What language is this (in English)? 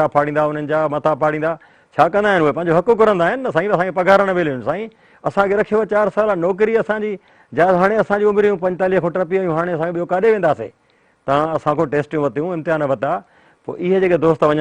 Sindhi